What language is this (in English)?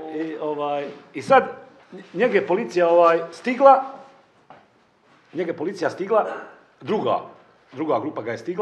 Bosnian